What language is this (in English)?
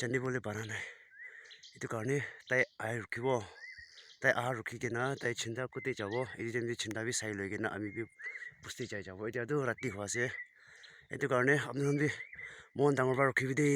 Naga Pidgin